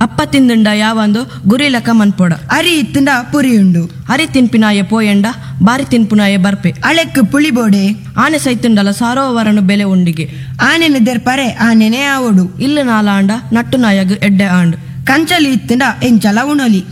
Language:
Tulu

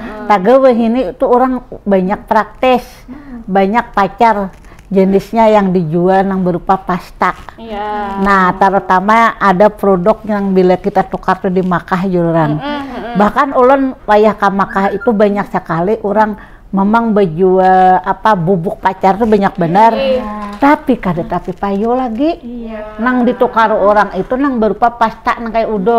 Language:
Banjar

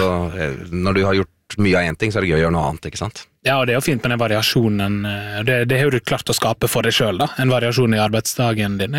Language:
Norwegian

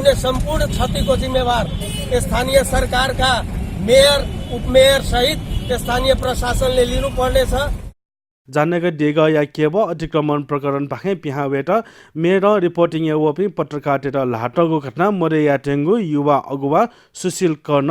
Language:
Newari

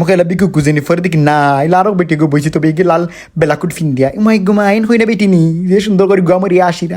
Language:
Sylheti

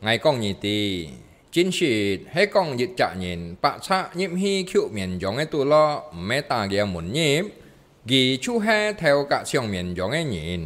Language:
Hakka Chinese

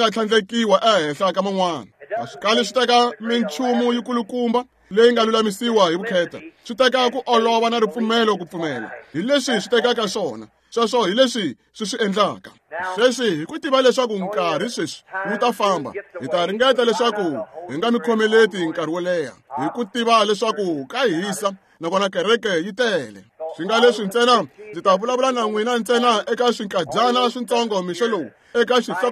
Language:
Tsonga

